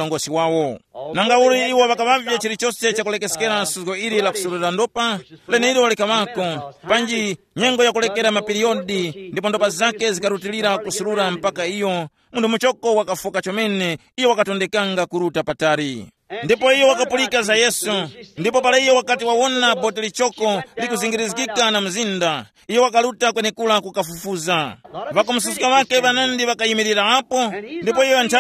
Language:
Tumbuka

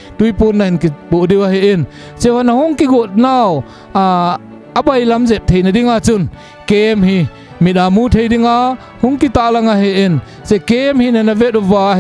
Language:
Thado Chin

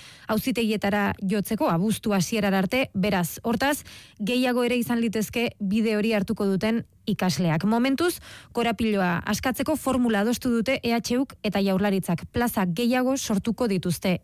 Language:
Basque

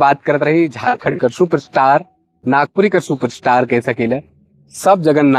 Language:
Sadri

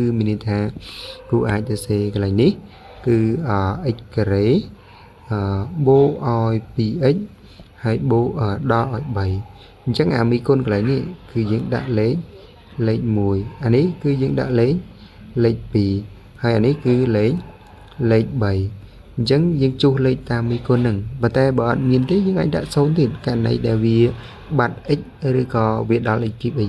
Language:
Khmer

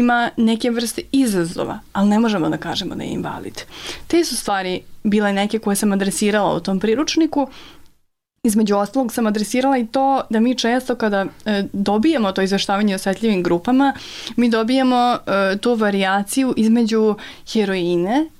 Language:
Serbian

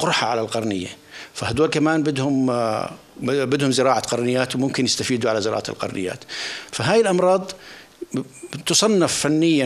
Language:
North Levantine Arabic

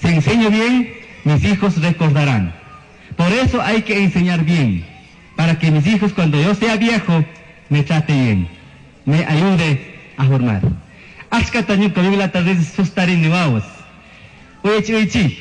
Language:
Chimborazo Highland Quichua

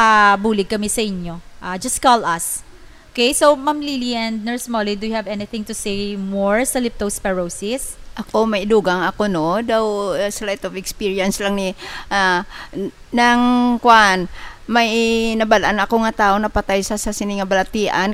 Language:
Hiligaynon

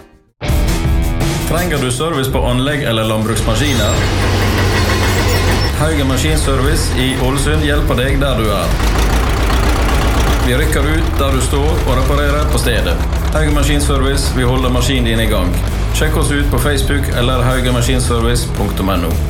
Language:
Norwegian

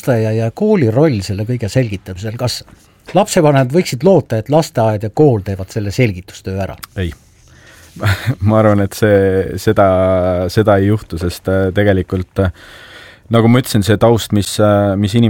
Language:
Estonian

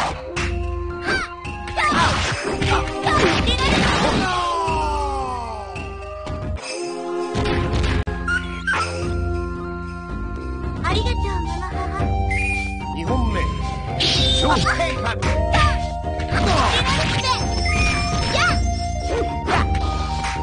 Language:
Japanese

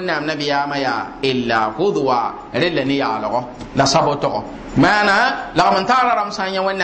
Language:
Mossi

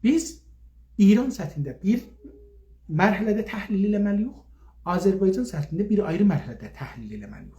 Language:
South Azerbaijani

